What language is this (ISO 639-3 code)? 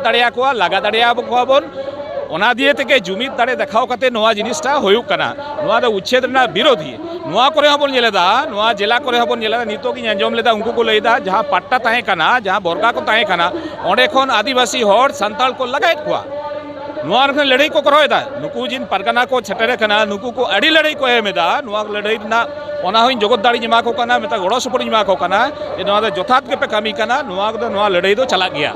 sat